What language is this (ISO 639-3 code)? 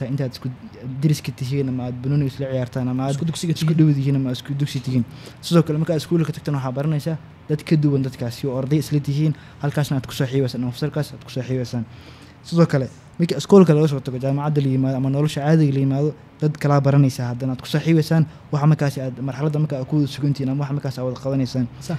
som